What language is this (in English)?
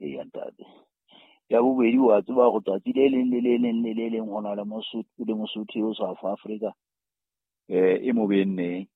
Southern Sotho